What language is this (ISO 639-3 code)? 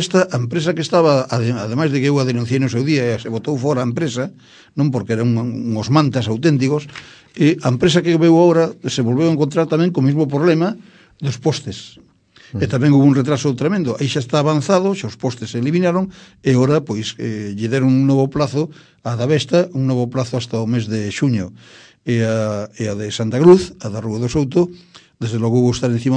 glg